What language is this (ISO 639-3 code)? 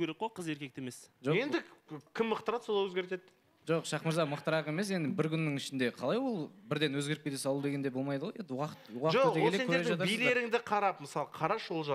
kaz